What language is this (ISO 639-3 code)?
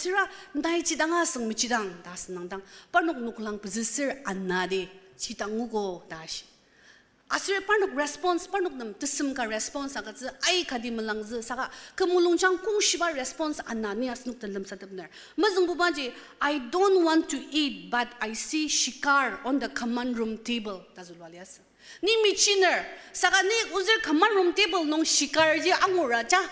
njo